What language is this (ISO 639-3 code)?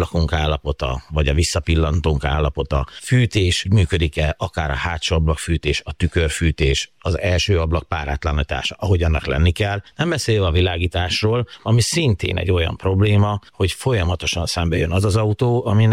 hun